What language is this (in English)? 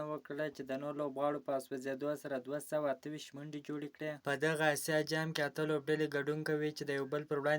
Pashto